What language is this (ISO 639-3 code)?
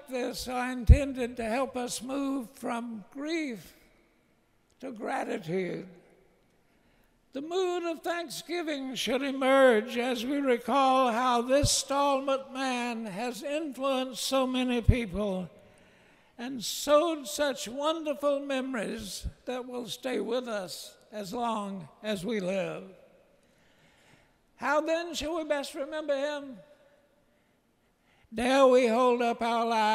eng